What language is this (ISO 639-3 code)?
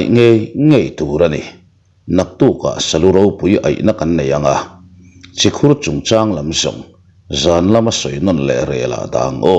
lus